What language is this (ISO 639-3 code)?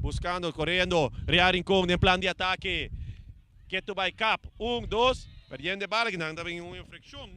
pap